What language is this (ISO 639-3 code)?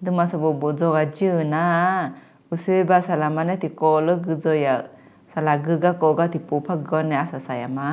ahk